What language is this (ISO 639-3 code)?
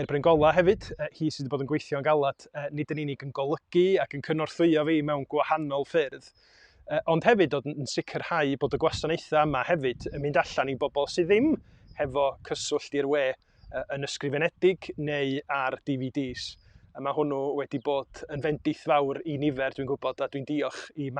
cym